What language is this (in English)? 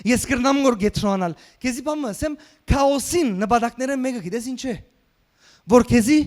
Western Armenian